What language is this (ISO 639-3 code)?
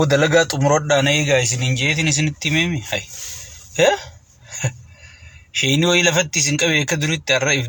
orm